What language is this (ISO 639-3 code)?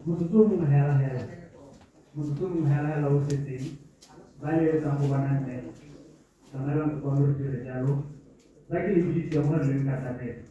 tsn